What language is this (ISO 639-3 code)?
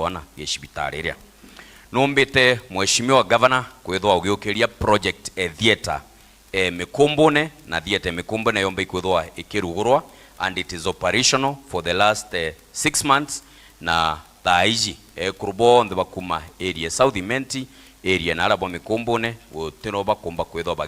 mer